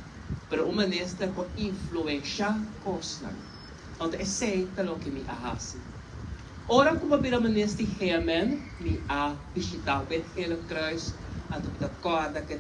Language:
Papiamento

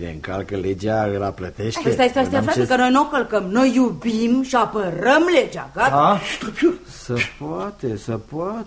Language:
Romanian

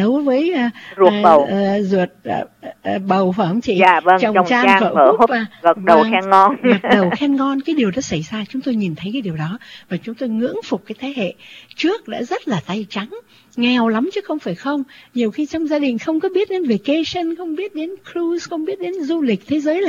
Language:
Vietnamese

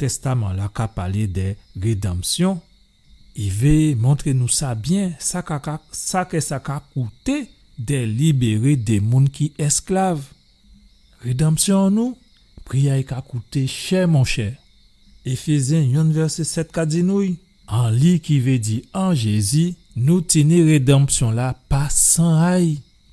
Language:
Guadeloupean Creole French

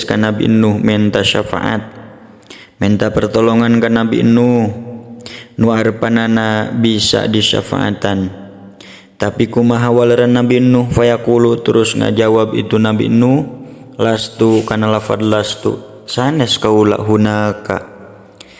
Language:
Sundanese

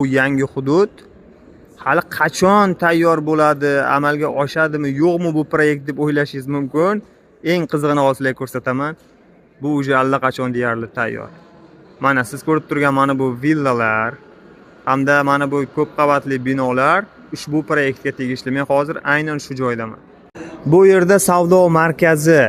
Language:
Uzbek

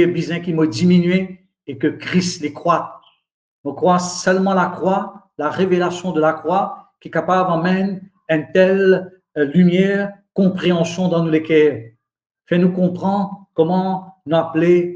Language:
Morisyen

